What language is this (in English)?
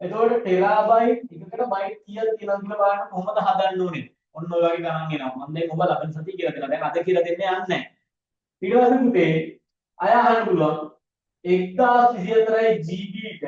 Sinhala